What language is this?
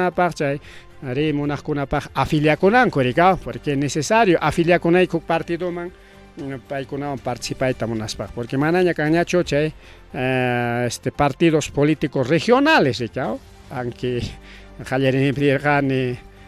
Ayacucho Quechua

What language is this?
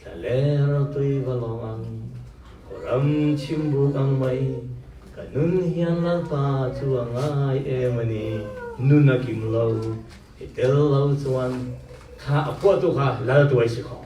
Falam Chin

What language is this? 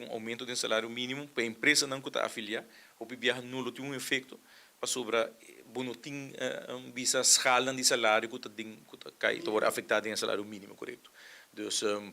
Papiamento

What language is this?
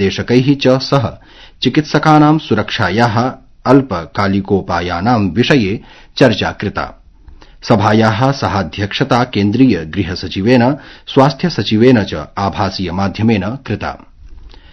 Sanskrit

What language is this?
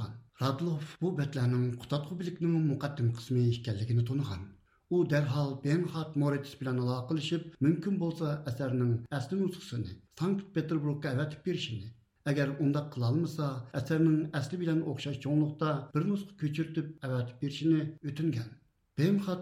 Uyghur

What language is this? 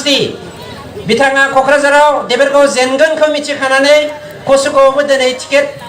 Bodo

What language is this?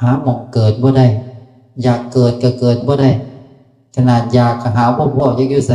Northeastern Thai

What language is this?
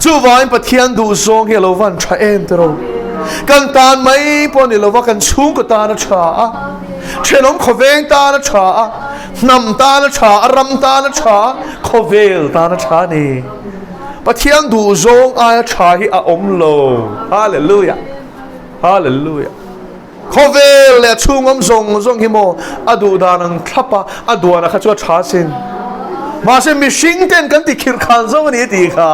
Mizo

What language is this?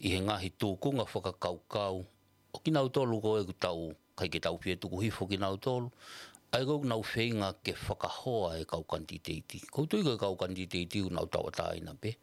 Tongan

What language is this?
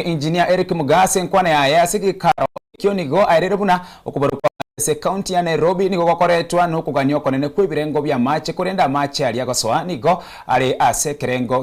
Gusii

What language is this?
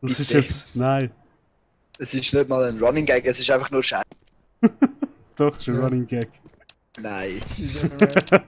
Swiss German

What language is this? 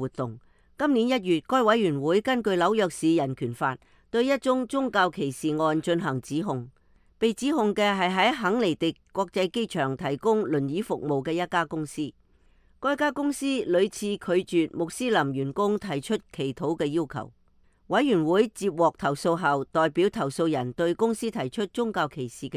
Cantonese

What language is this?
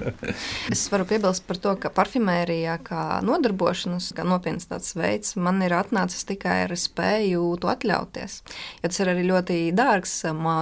Latvian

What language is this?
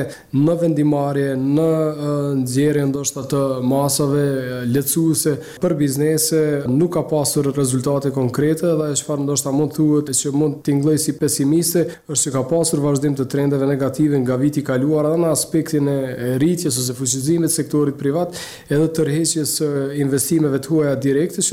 Albanian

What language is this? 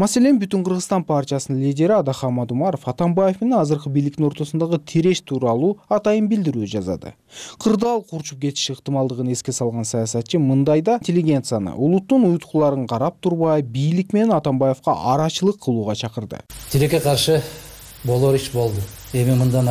Kyrgyz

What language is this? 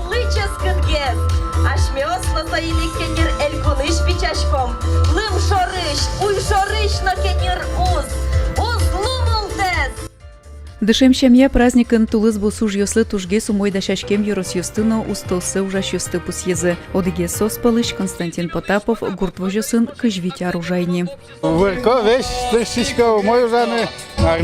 Udmurt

